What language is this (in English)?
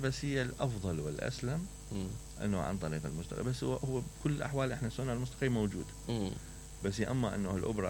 Mesopotamian Arabic